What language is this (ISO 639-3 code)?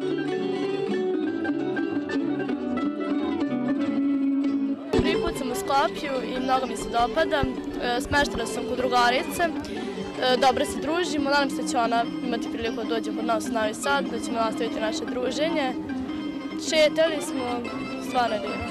srp